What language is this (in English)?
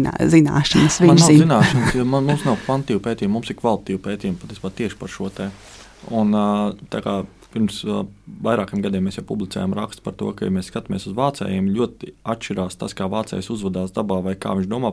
Latvian